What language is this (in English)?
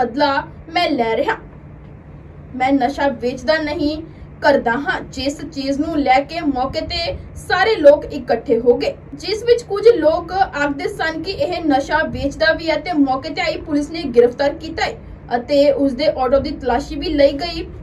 Punjabi